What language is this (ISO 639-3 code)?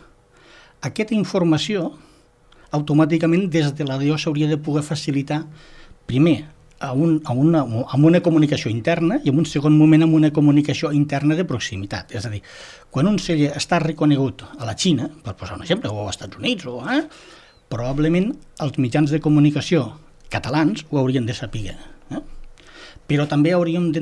cat